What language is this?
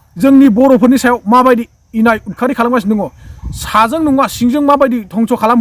Bodo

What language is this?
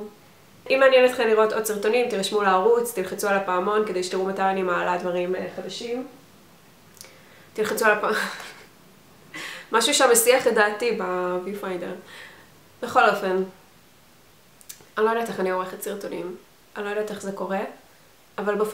Hebrew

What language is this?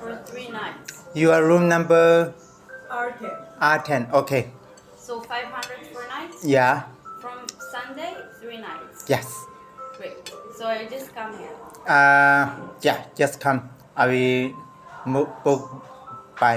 Shan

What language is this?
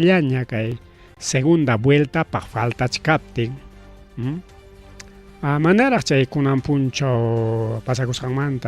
Ayacucho Quechua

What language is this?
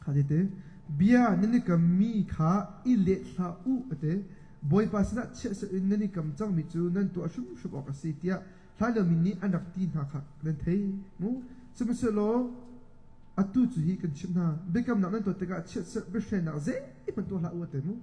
Hakha Chin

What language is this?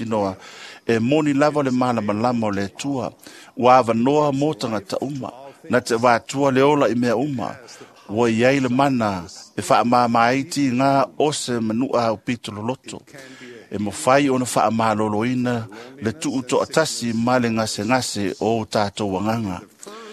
Samoan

